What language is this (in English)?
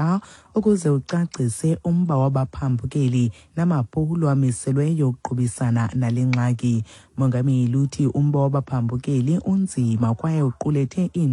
Xhosa